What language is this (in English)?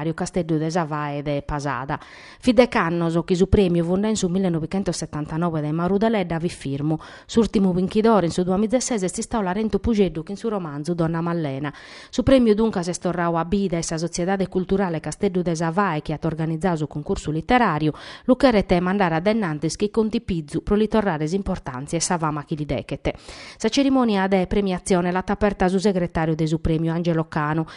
Sardinian